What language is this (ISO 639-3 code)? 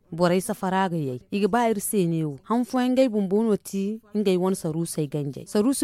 dje